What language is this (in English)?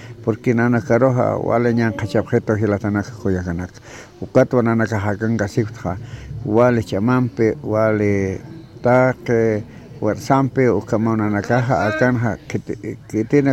Aymara